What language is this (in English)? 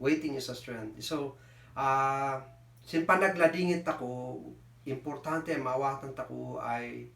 Kankanaey